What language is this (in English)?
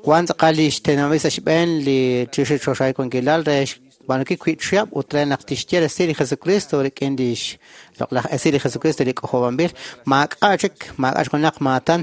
Kekchí